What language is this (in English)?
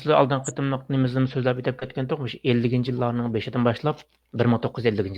Uyghur